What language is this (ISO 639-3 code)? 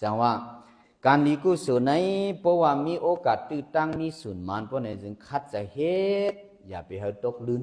shn